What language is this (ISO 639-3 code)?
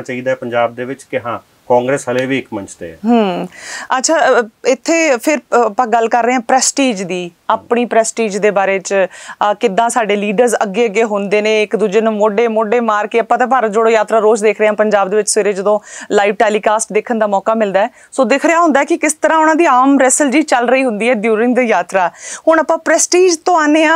pan